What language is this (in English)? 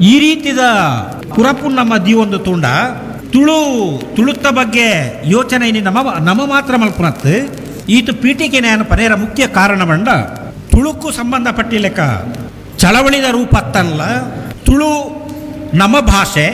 Tulu